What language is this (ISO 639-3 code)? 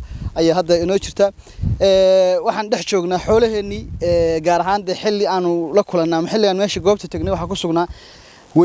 som